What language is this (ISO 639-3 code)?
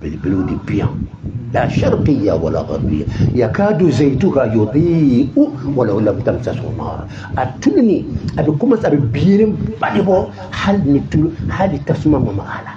bam